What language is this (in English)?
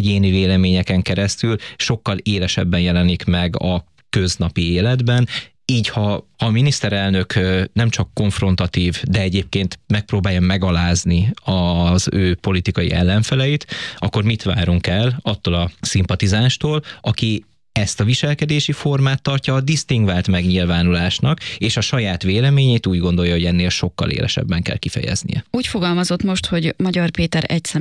Hungarian